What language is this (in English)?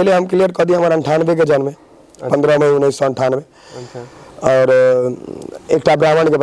Maithili